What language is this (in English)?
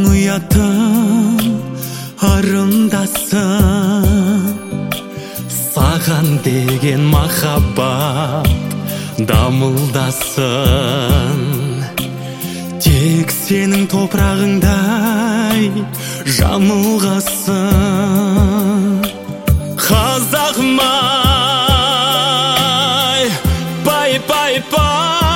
Kazakh